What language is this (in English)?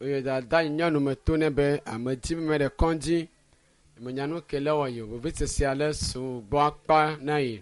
Ewe